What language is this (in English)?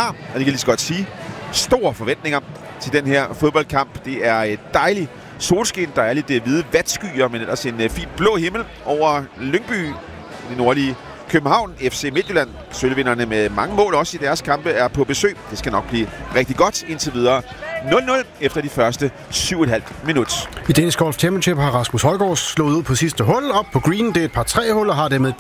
Danish